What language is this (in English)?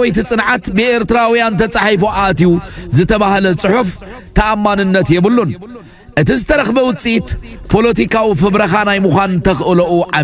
Tigrinya